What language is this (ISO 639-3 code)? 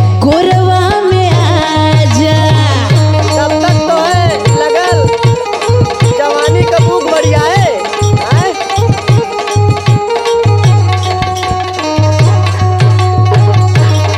bho